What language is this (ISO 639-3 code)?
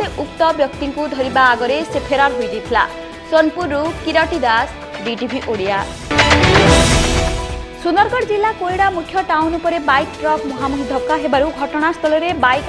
ori